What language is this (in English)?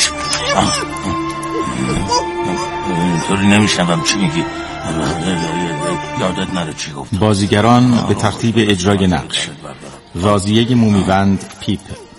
Persian